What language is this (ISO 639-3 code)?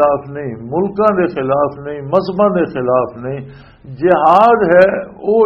lah